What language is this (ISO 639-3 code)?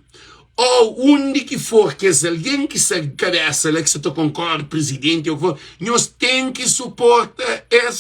kea